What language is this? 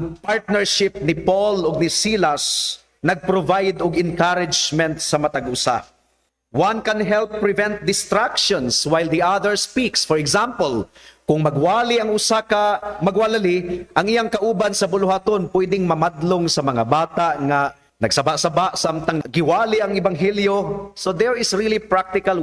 Cebuano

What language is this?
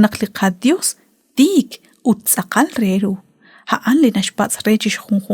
Kekchí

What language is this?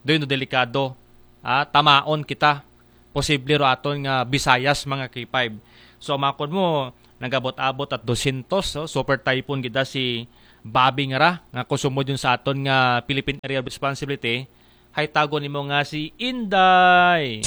Aklanon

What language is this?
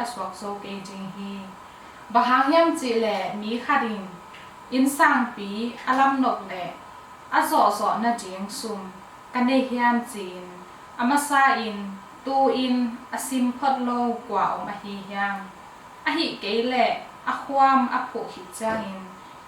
Tedim Chin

